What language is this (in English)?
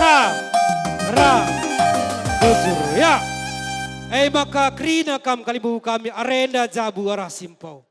Batak Karo